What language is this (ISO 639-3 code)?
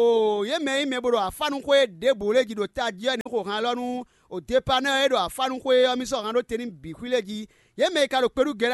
fon